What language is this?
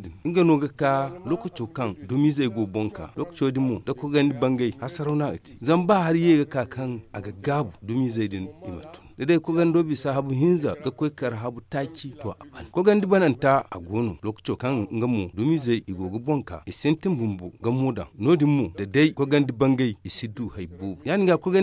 Zarma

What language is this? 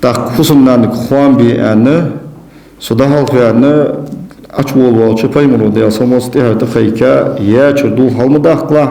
Ingush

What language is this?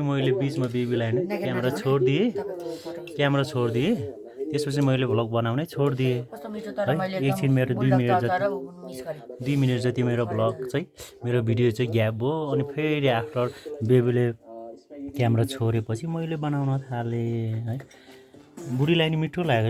Nepali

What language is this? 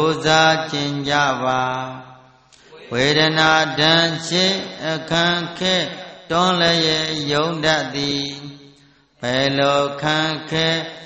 Burmese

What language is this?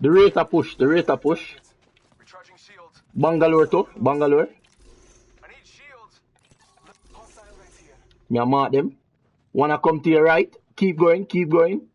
Jamaican Creole English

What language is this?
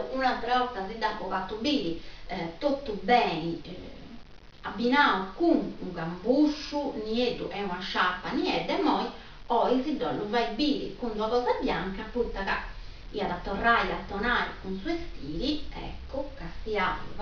Sardinian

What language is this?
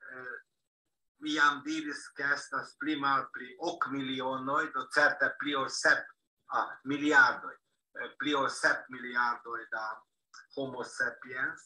Esperanto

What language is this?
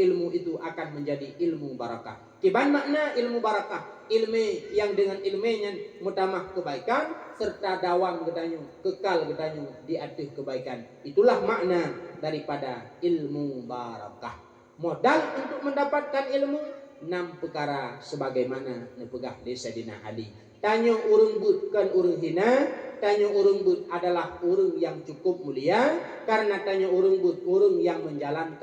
Achinese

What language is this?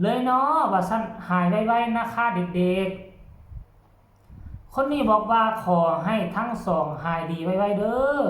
Northeastern Thai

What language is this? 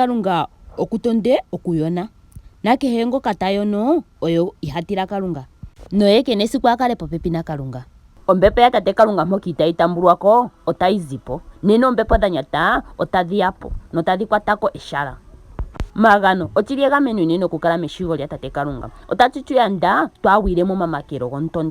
Ndonga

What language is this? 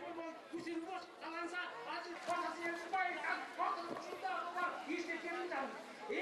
Kyrgyz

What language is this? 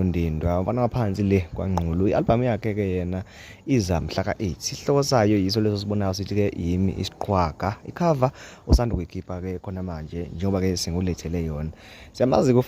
Zulu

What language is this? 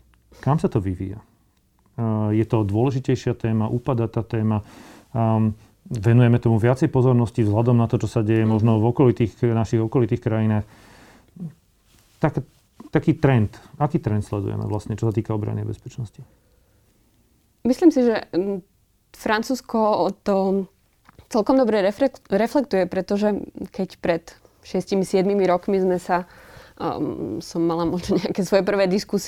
Slovak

